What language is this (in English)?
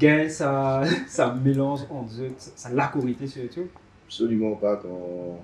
Morisyen